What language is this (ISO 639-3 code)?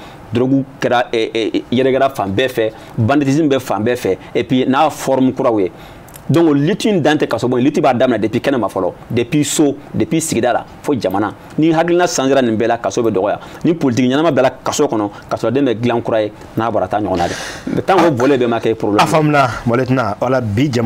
bam